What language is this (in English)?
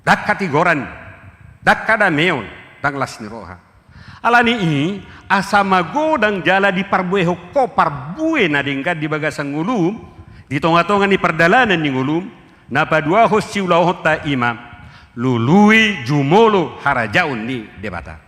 Batak Toba